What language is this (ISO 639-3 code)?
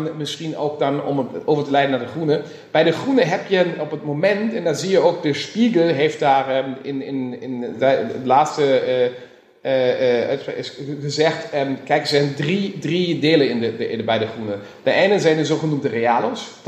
nld